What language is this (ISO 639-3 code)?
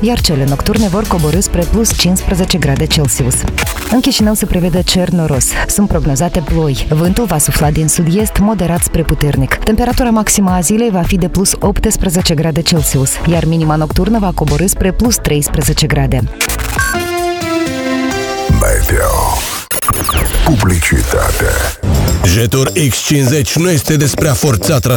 ron